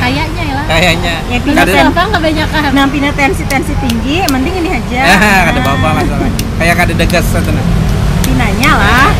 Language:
Banjar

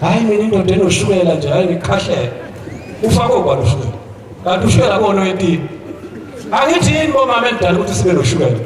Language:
Zulu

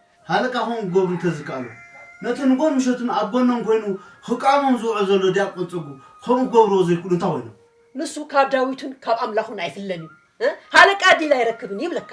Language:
Tigrinya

